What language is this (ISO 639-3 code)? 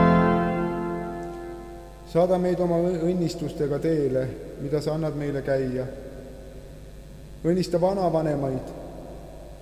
est